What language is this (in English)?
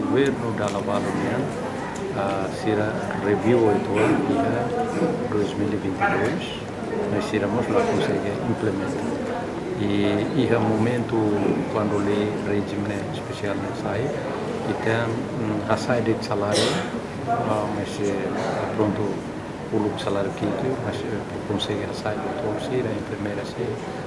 Tetum